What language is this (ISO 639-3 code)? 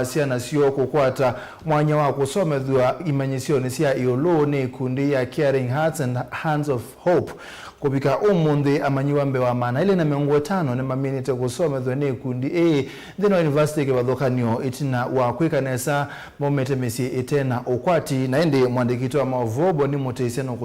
kam